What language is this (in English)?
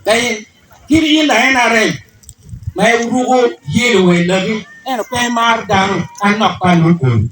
Acoli